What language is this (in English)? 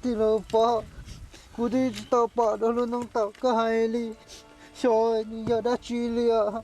Hmong